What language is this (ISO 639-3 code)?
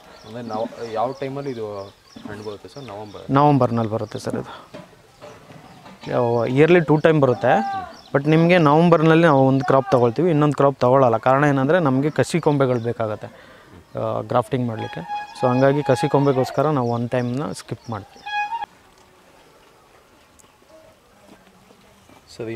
kan